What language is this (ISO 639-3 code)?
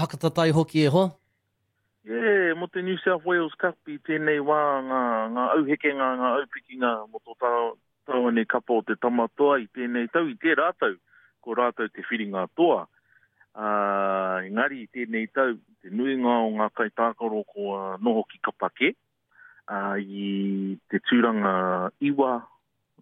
mri